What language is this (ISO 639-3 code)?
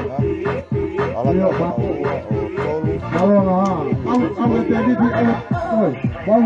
ton